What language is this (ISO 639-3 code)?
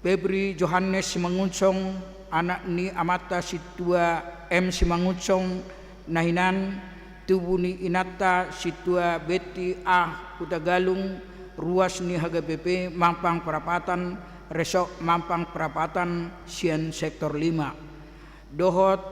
bbc